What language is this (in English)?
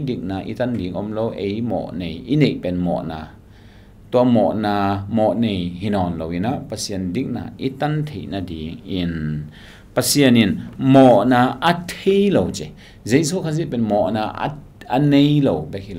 Tedim Chin